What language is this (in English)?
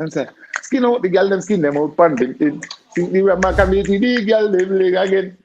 Jamaican Creole English